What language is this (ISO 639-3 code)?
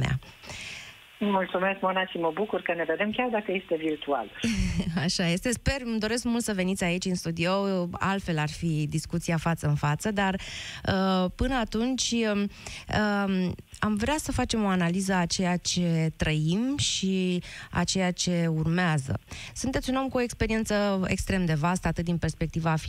ron